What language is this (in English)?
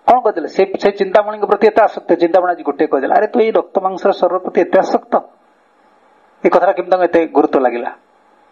Odia